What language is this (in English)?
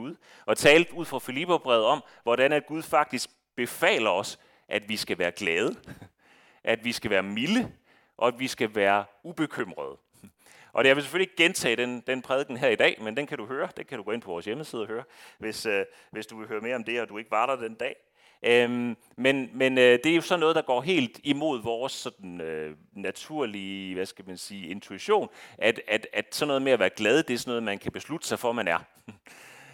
Danish